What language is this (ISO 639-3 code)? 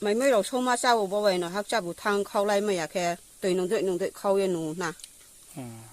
ria